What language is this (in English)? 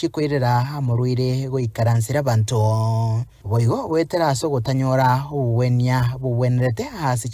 Gusii